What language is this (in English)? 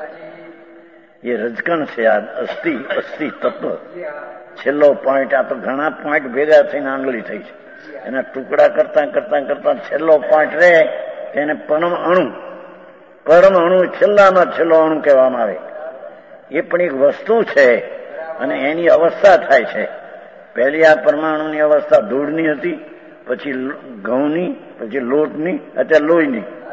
Gujarati